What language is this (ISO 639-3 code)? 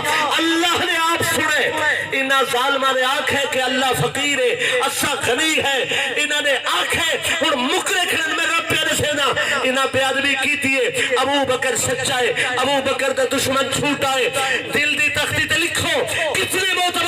skr